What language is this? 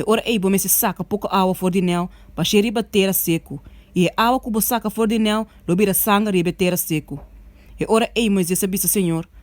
Papiamento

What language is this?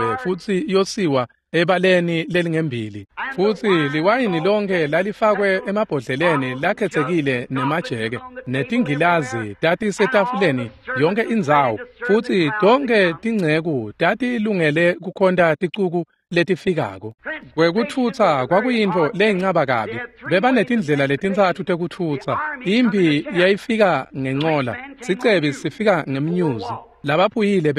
Swati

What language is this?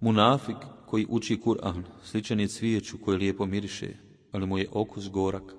Bosnian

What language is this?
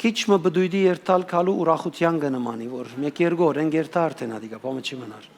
Western Armenian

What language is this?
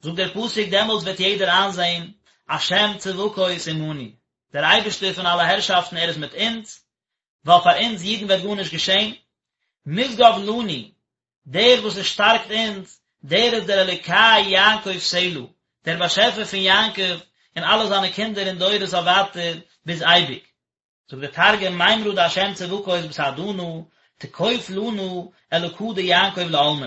Yiddish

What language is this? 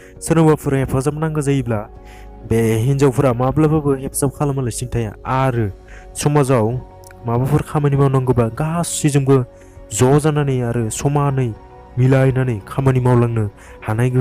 Bodo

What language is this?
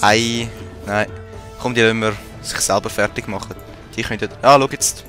Swiss German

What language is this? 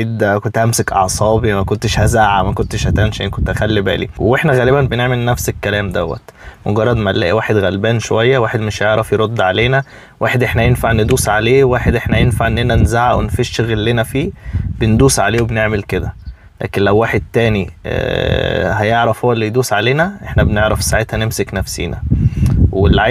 Egyptian Arabic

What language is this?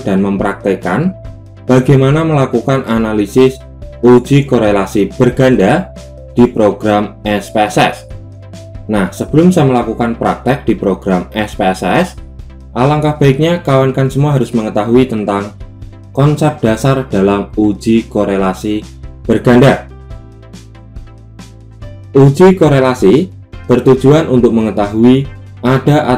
Indonesian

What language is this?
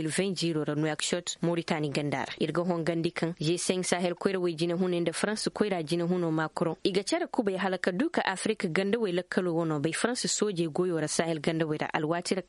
Koyraboro Senni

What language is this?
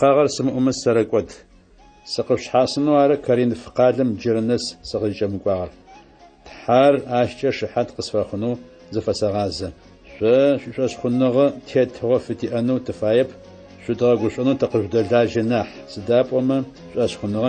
Adyghe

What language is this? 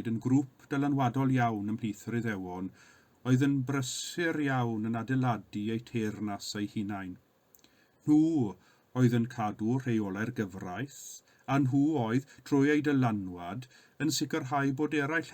Welsh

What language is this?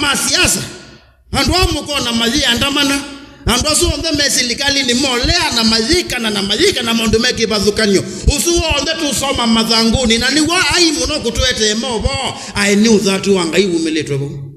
Kamba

